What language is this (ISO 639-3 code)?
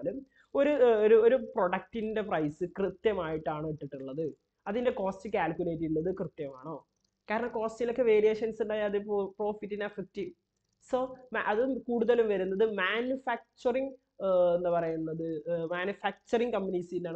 mal